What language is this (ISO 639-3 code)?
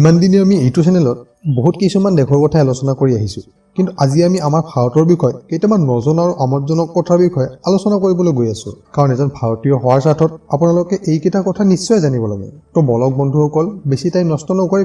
asm